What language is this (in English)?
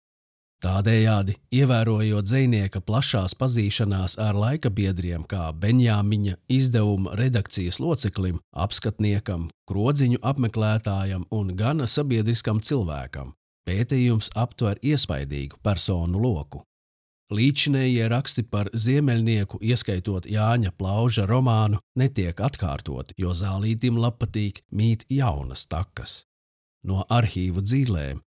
Latvian